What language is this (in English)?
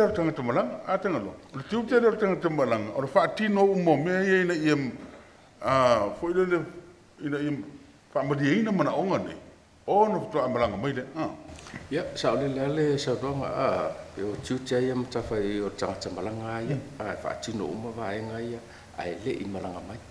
Samoan